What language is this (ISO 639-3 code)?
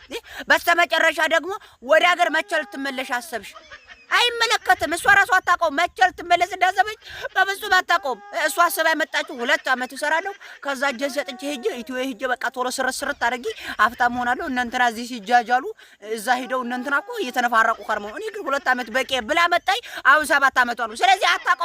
amh